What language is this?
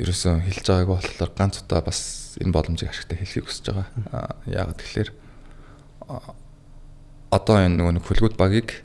Mongolian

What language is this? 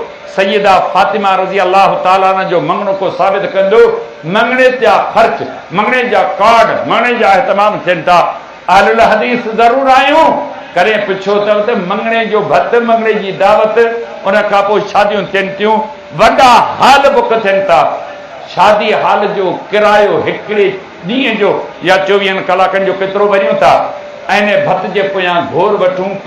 Sindhi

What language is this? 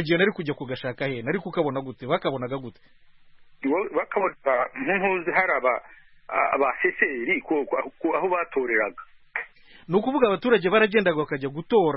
Kinyarwanda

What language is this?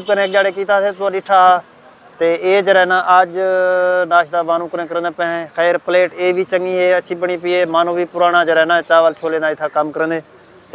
Saraiki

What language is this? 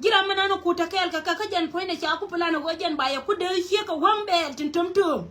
Nuer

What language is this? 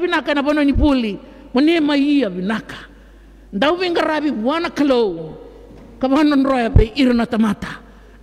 Fijian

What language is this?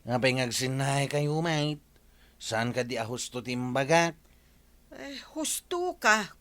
Iloko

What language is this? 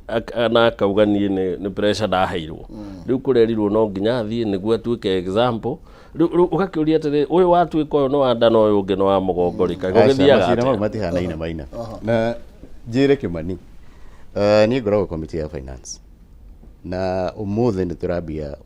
Kikuyu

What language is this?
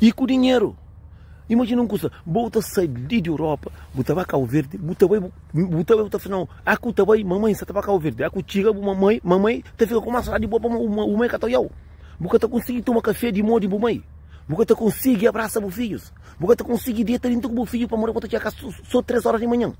Kabuverdianu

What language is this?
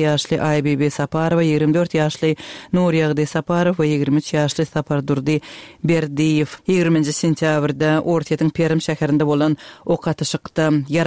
Turkmen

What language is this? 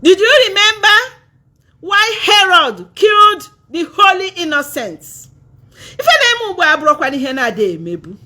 Igbo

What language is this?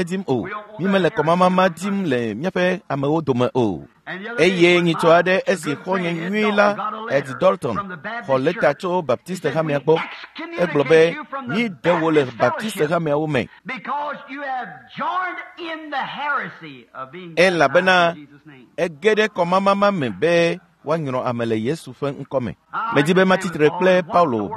Ewe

